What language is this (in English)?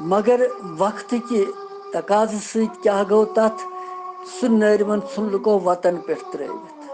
Kashmiri